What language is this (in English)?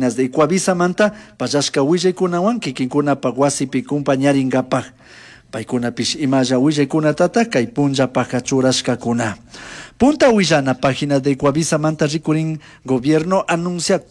Chimborazo Highland Quichua